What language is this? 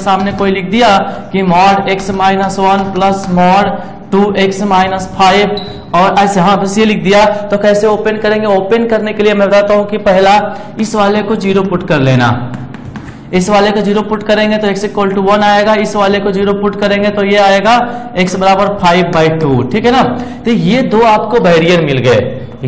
Hindi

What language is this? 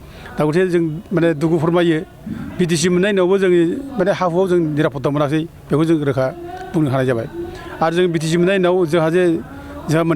Bodo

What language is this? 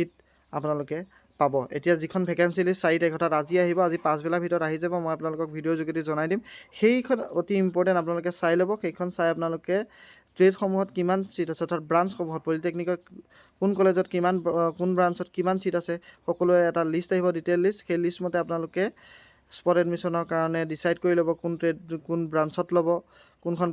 Assamese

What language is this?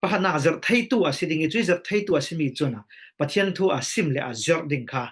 Falam Chin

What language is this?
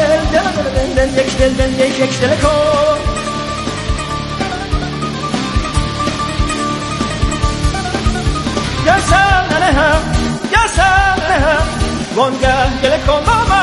Persian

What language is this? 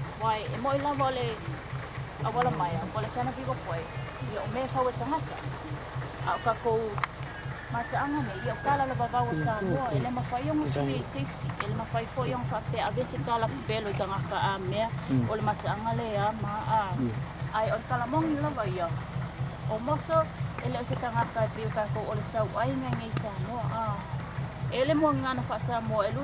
Samoan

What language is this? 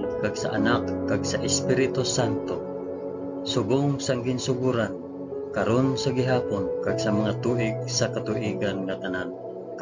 Hiligaynon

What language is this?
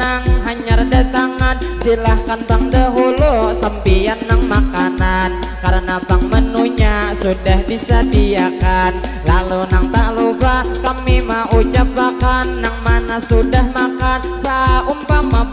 Banjar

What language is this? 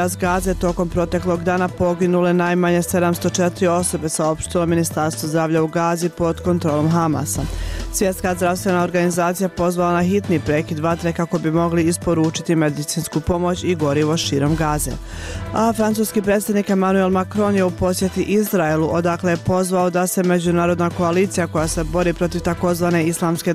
Bosnian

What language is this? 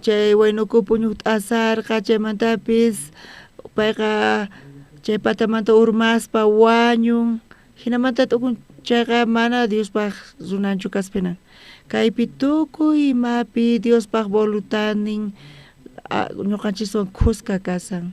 South Bolivian Quechua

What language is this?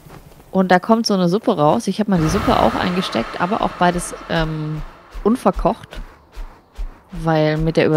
German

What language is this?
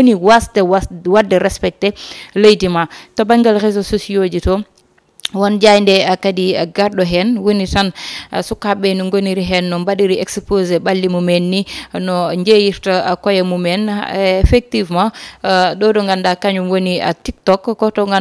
Fula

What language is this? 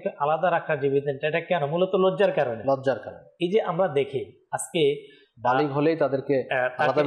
Bangla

